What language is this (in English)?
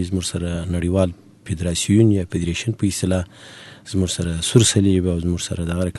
Pashto